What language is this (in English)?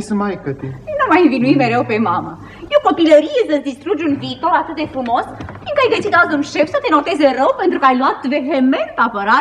Romanian